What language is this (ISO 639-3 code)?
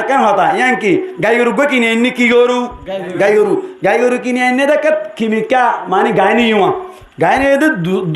rhg